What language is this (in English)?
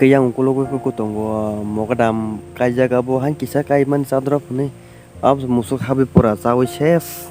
Kok Borok